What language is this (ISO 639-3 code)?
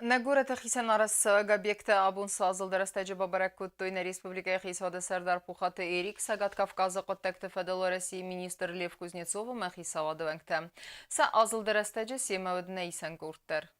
oss